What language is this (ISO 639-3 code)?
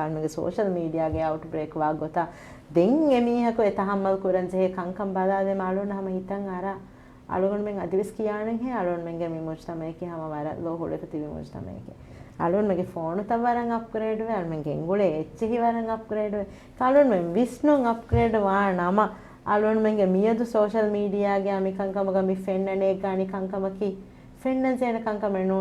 div